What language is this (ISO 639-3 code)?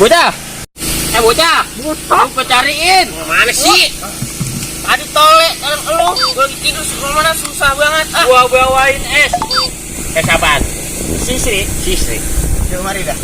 bew